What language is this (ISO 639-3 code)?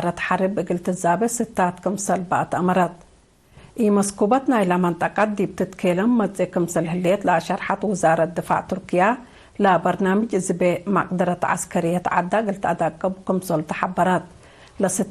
tig